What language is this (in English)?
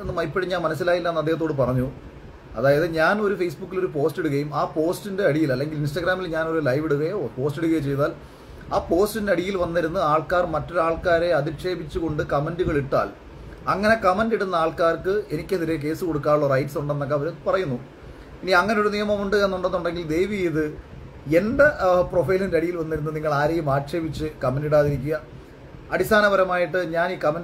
Malayalam